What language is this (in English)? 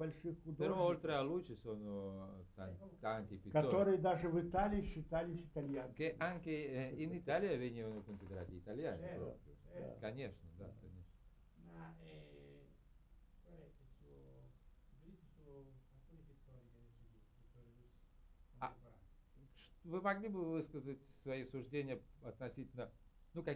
Russian